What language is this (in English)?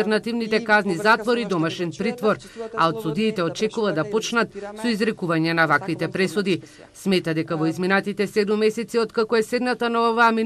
Macedonian